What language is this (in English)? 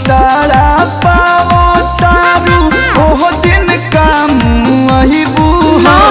Bhojpuri